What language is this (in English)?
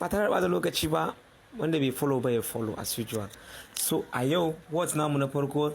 Hausa